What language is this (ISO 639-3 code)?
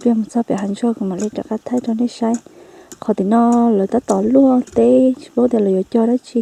hmn